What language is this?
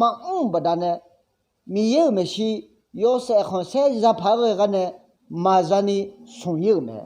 Akha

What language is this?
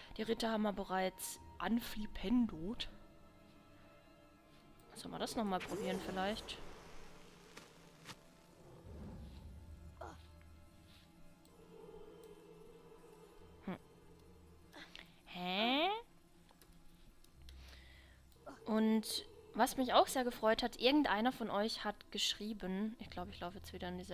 German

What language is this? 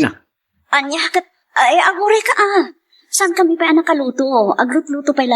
Iloko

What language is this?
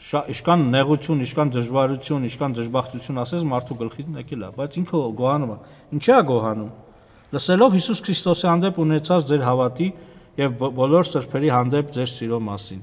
Armenian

